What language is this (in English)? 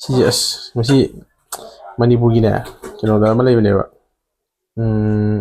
Manipuri